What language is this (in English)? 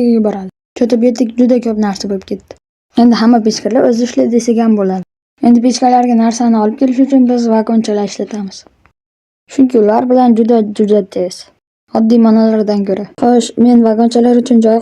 Uzbek